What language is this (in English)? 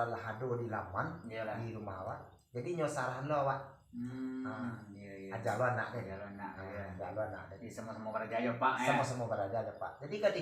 Minangkabau